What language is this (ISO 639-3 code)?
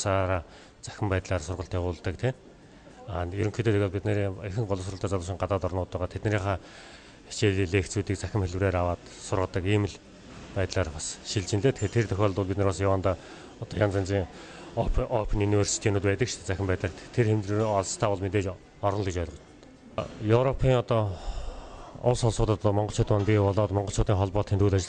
mon